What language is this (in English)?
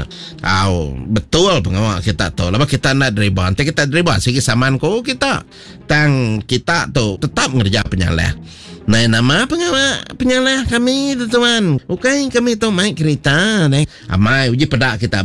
Iban